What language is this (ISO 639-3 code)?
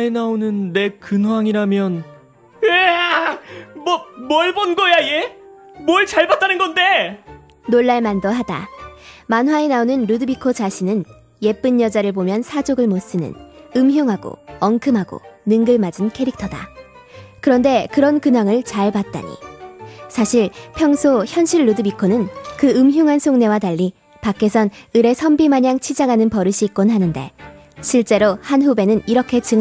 kor